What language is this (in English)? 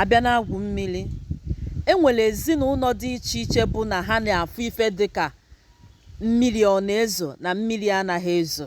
Igbo